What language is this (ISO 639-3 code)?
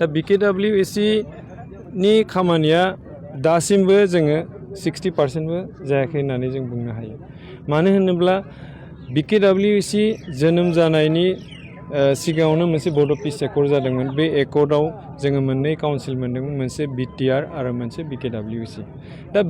brx